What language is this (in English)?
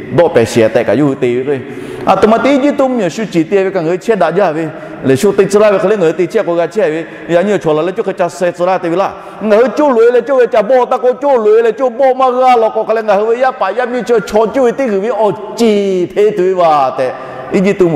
Lahu